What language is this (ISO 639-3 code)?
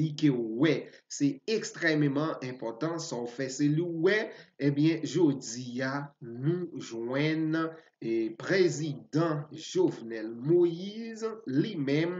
hat